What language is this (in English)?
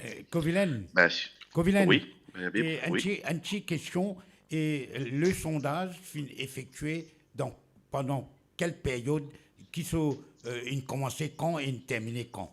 Morisyen